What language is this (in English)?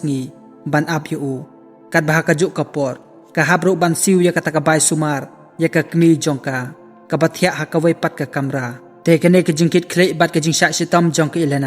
Khasi